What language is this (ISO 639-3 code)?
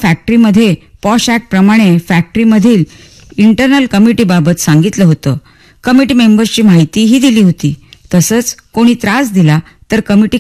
mar